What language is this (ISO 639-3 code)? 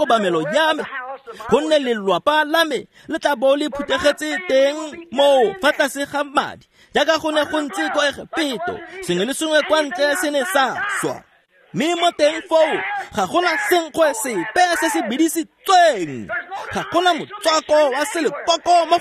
tsn